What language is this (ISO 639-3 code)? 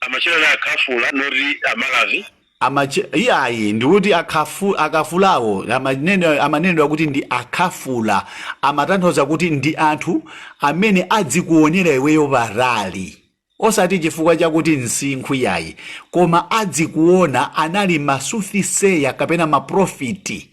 nya